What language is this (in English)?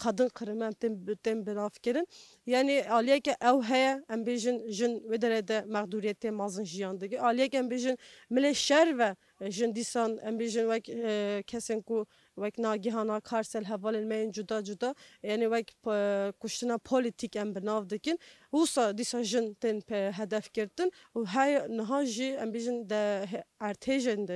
Kurdish